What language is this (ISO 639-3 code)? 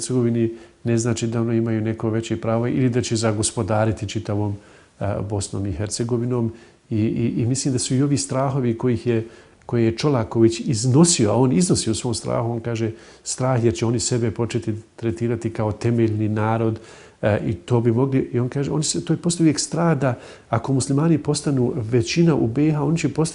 bos